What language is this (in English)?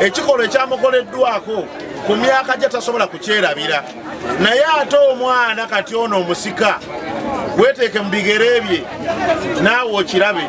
Ganda